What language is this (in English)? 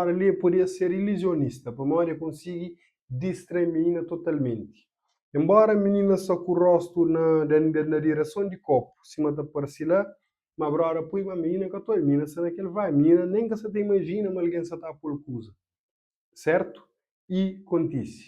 Kabuverdianu